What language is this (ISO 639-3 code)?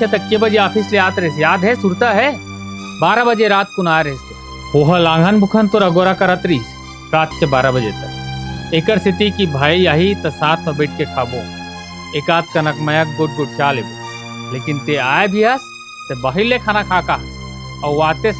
hne